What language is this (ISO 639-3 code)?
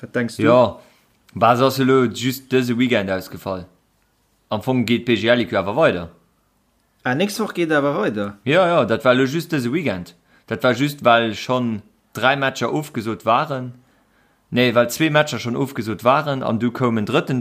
ltz